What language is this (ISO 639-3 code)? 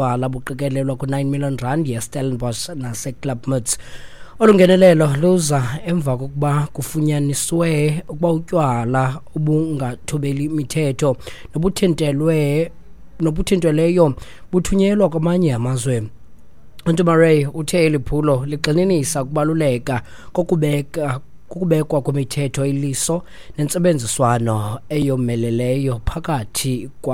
xho